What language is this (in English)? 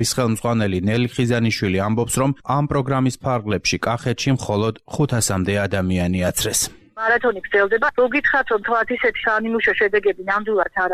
Georgian